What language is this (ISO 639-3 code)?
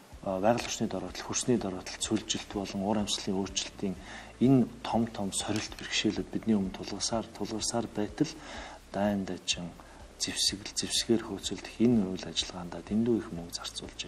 mon